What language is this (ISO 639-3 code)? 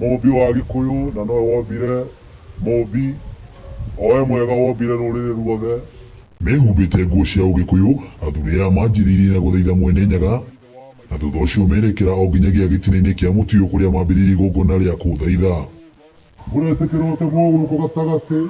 kik